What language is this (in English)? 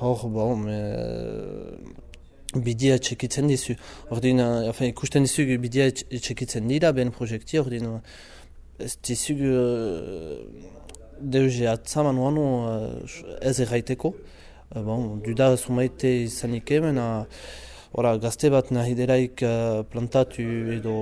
Basque